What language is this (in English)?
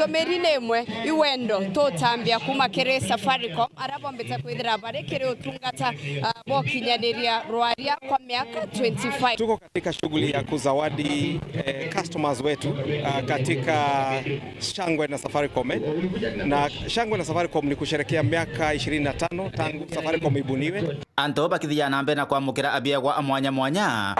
Meru